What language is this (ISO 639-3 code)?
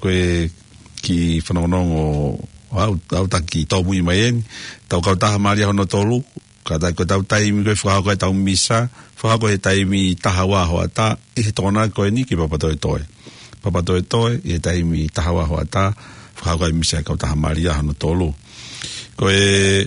ton